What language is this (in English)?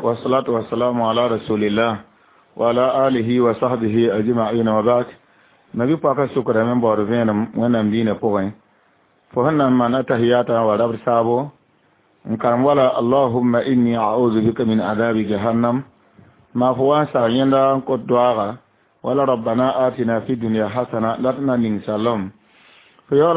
Mossi